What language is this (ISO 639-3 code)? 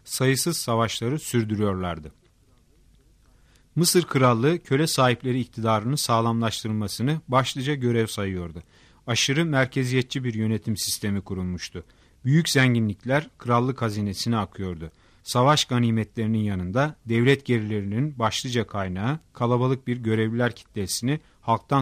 tur